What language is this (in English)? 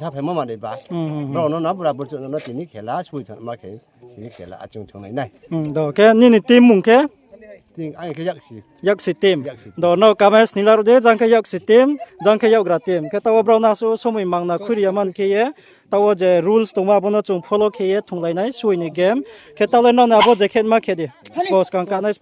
Riang (India)